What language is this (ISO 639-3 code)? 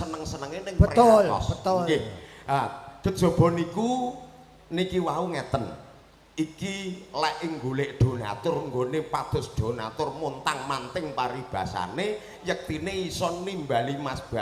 jav